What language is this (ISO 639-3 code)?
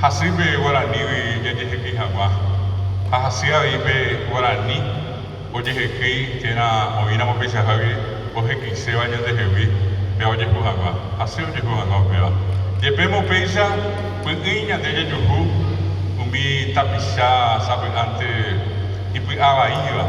grn